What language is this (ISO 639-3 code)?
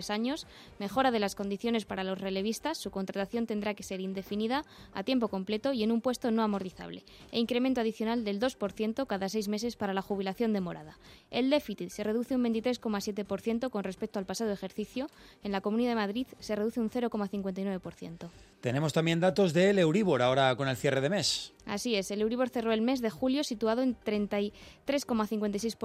spa